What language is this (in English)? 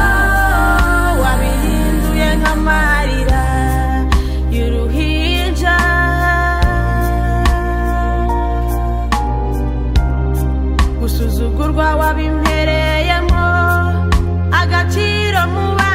Kinyarwanda